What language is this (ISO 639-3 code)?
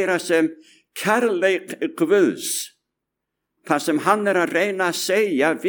isl